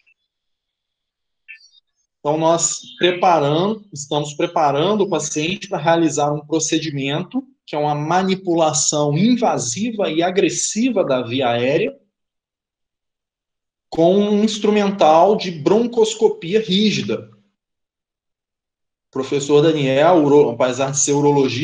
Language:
Portuguese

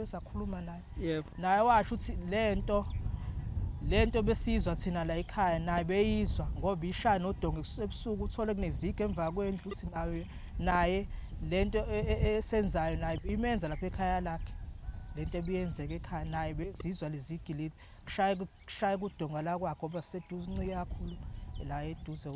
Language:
Zulu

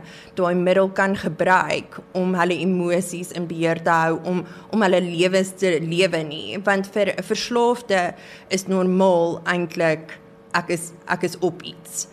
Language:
Afrikaans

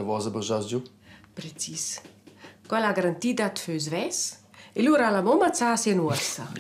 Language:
Romansh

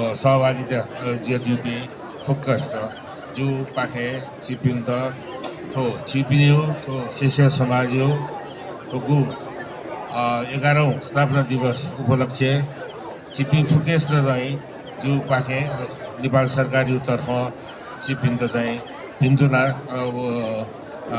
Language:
Newari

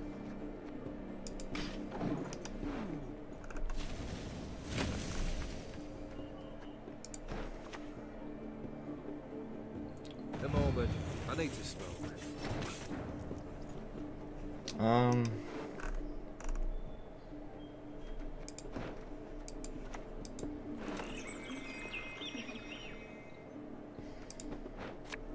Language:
English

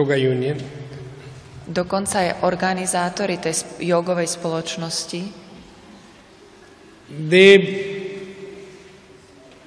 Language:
Slovak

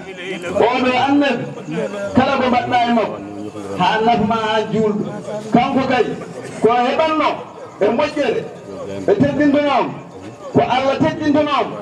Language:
Fula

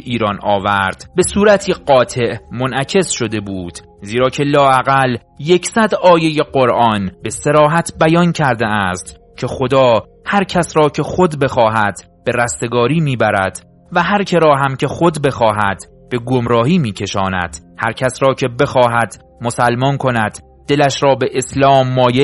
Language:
Persian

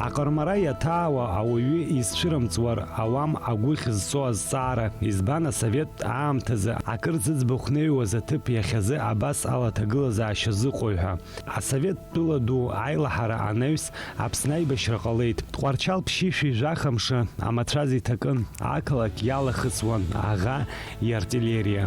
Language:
Abkhazian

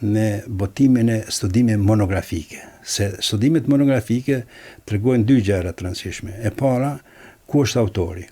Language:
Albanian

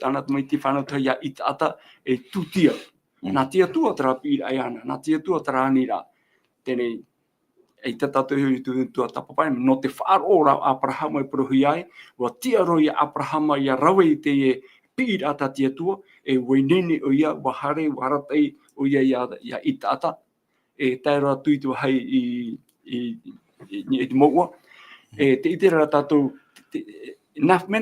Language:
Tahitian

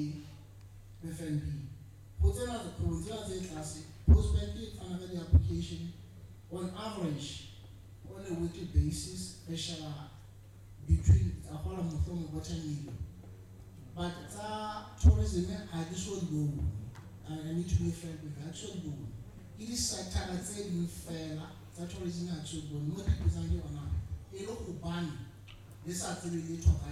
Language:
Southern Sotho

